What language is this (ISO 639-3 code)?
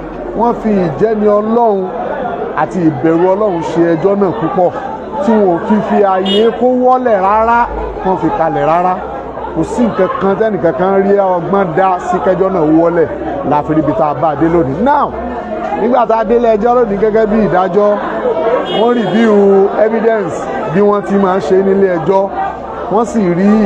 yor